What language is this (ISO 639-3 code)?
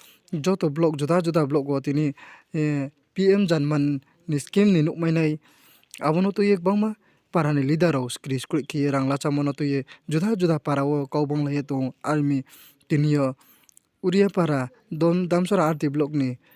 ria